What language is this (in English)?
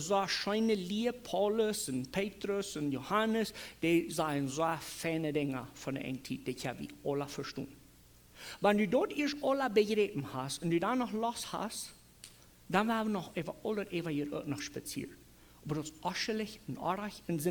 Plautdietsch